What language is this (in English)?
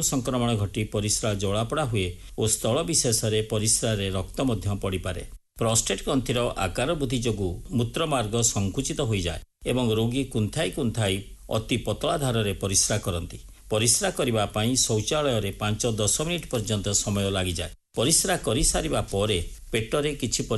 Odia